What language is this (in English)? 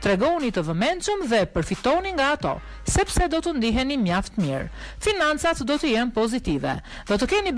Albanian